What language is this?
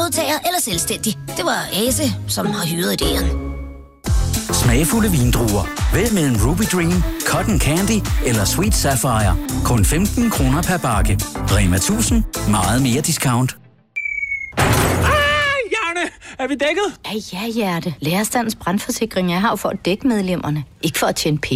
Danish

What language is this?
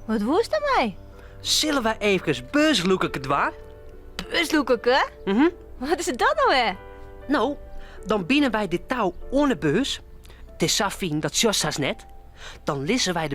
Western Frisian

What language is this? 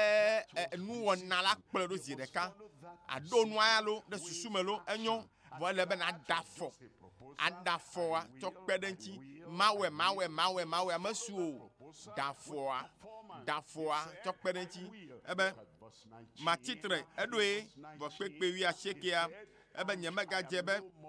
Ewe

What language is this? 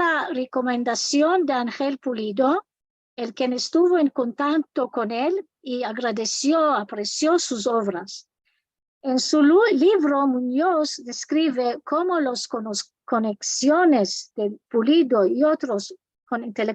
Ladino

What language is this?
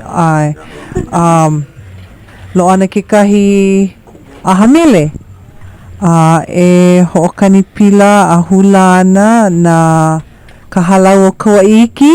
Hawaiian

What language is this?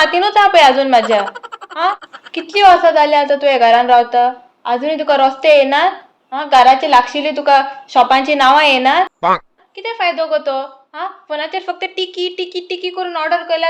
Konkani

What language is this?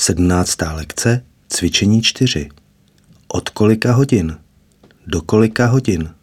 Czech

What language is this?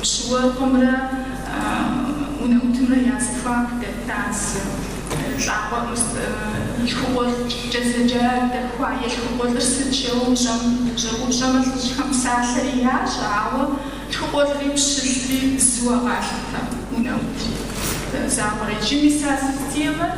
Kabardian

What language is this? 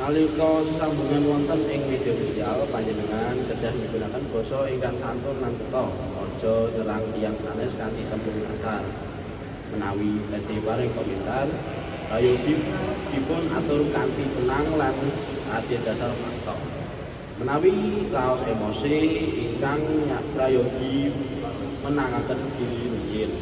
Javanese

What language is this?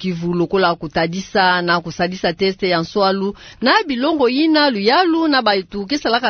Kituba (Democratic Republic of Congo)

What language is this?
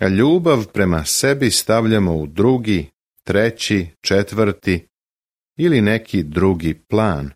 Serbian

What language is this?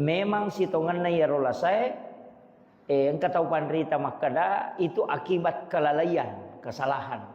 Buginese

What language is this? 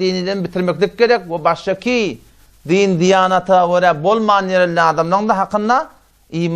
Turkmen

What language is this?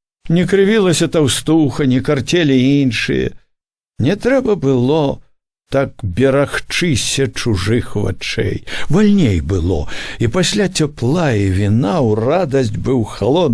Belarusian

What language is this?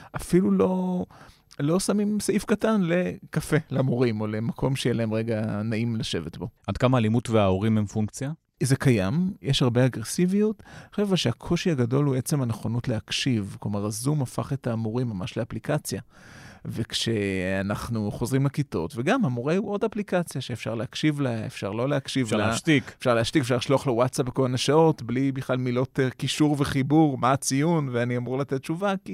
Hebrew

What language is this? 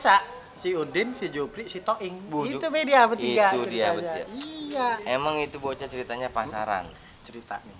Betawi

